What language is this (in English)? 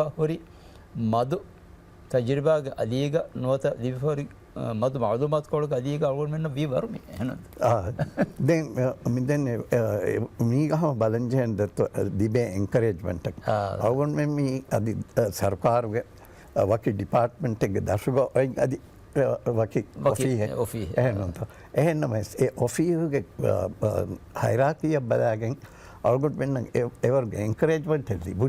Divehi